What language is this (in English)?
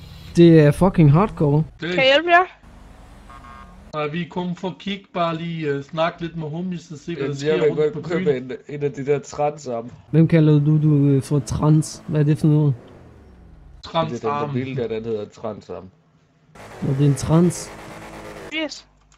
Danish